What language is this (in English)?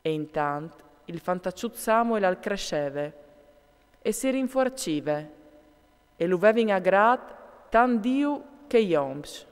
Friulian